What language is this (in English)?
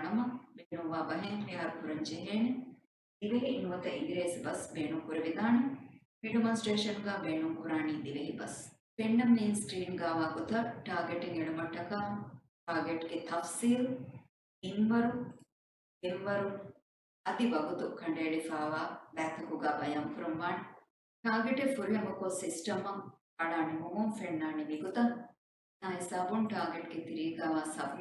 Divehi